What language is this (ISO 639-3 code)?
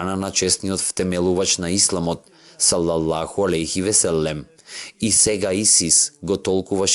mkd